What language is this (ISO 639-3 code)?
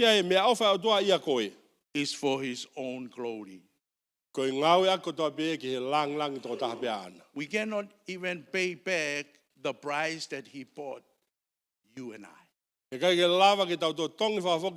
ton